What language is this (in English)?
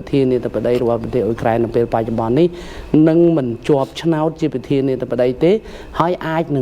Khmer